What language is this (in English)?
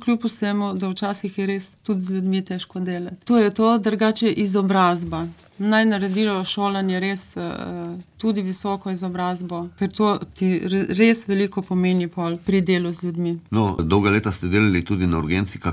Slovenian